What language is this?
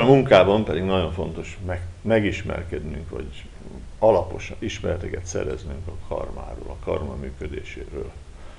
Hungarian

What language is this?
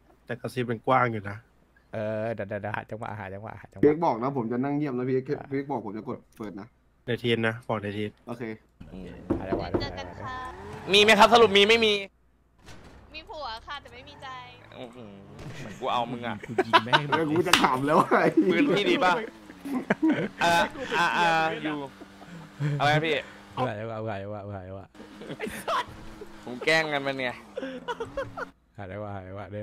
Thai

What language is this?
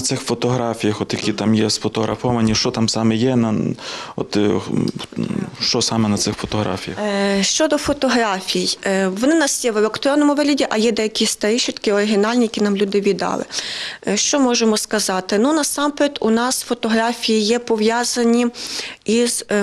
Ukrainian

